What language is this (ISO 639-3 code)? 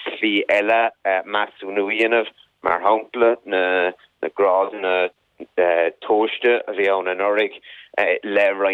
gle